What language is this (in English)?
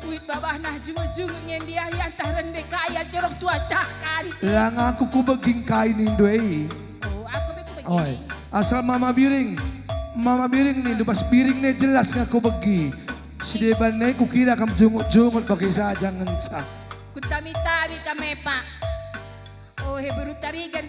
Batak Karo